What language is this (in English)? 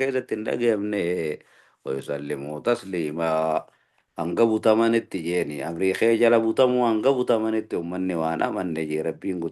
Oromo